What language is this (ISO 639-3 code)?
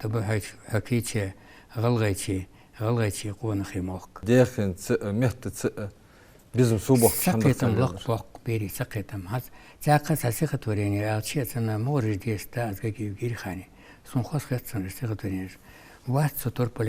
inh